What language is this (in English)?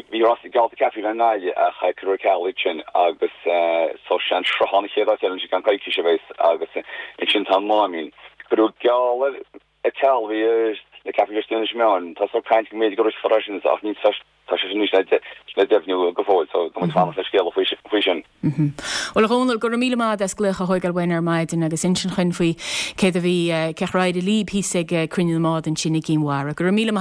Irish